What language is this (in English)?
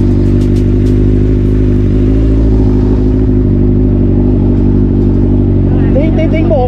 Vietnamese